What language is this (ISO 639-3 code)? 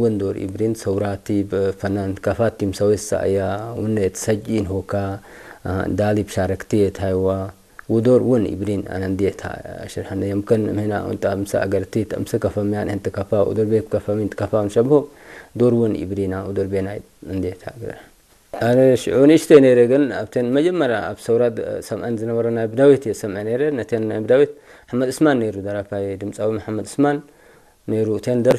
tir